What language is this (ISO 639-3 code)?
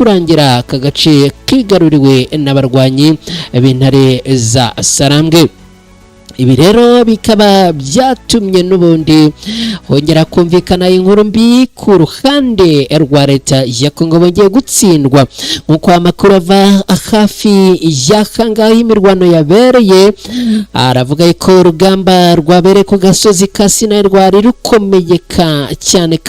kin